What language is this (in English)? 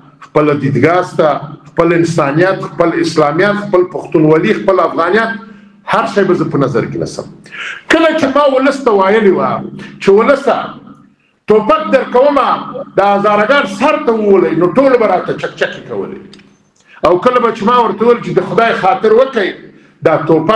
Pashto